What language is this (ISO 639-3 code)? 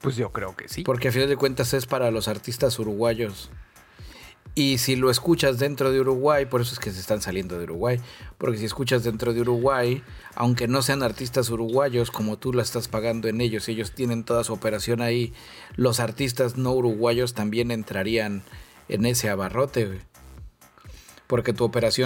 spa